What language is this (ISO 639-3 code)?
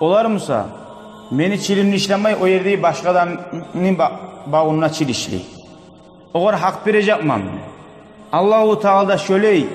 kum